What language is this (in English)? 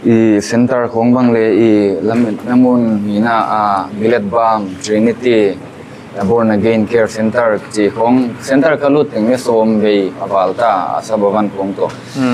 Paite Chin